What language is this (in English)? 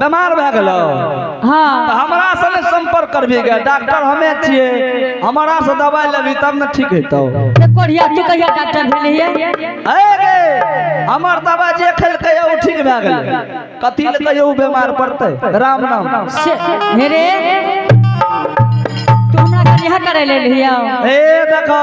Angika